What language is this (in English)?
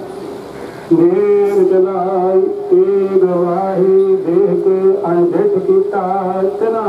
Punjabi